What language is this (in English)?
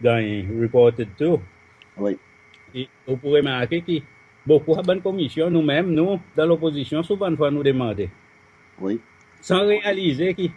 Seselwa Creole French